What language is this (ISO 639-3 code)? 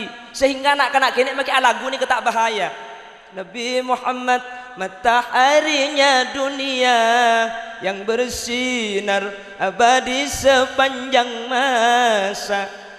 mad